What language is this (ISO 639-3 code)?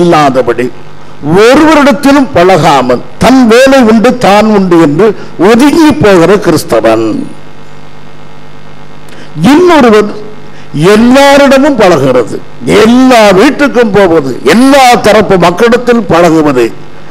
tam